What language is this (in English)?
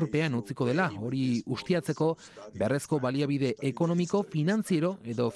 Basque